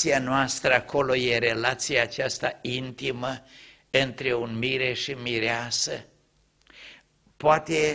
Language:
Romanian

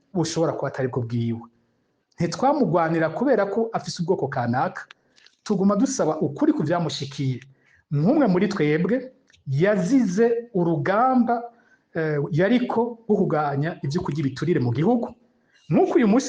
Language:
Rundi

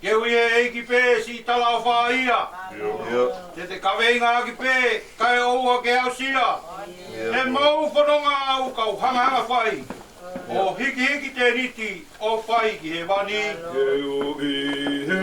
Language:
Tongan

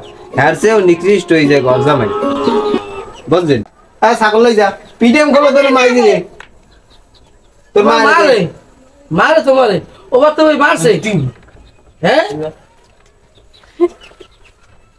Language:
Bangla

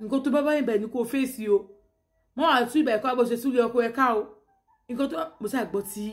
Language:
Yoruba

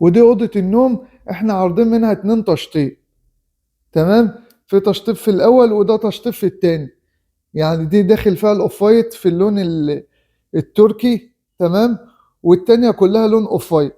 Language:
Egyptian Arabic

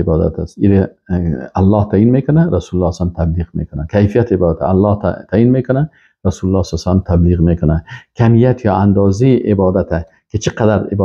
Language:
Persian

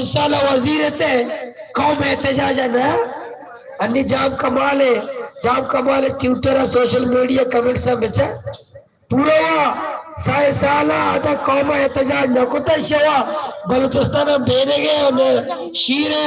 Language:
Baluchi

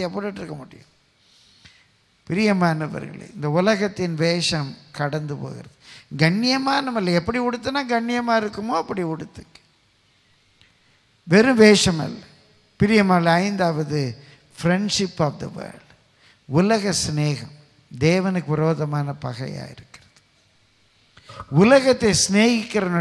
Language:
Tamil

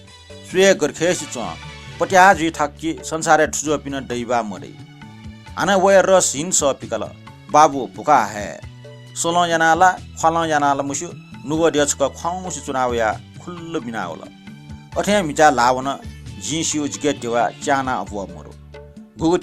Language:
Newari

